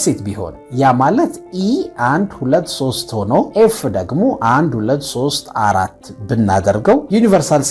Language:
Amharic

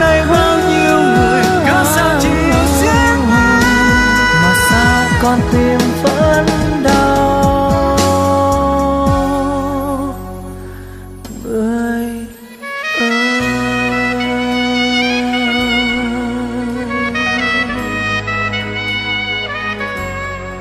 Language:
Vietnamese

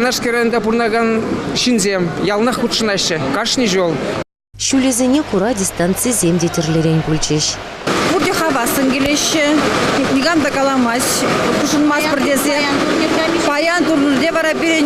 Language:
Chuvash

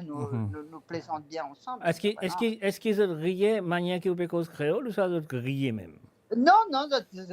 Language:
Morisyen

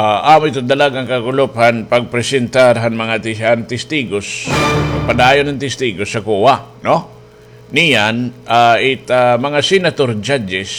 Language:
Waray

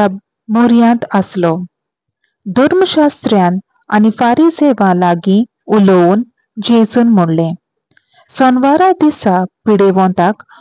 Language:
Konkani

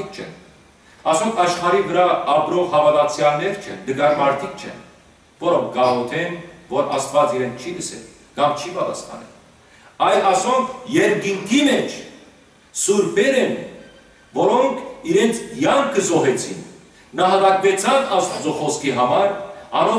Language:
Western Armenian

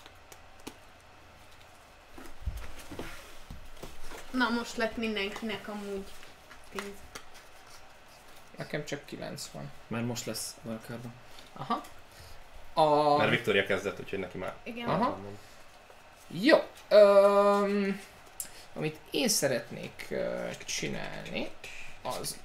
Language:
Hungarian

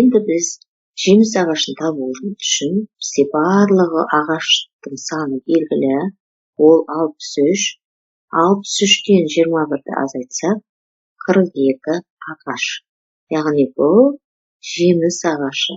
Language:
Kazakh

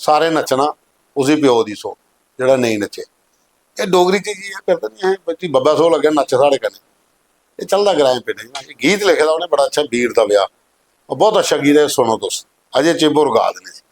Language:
Dogri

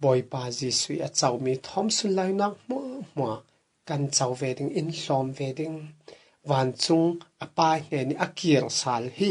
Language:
Falam Chin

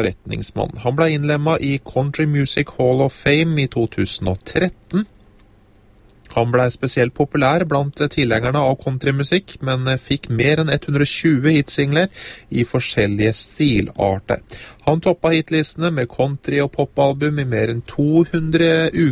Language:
Norwegian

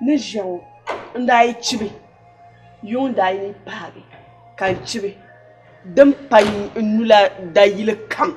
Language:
Dagbani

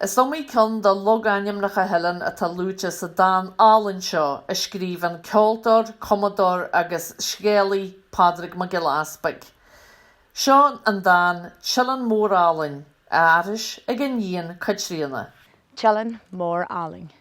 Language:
Irish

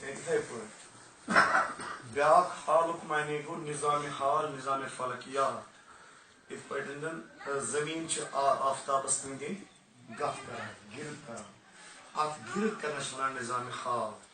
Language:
Kashmiri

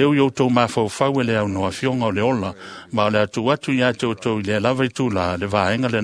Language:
Samoan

